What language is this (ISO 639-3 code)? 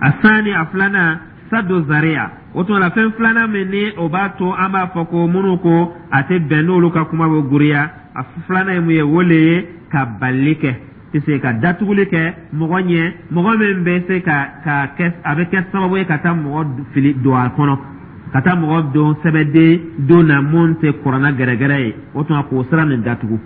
dyu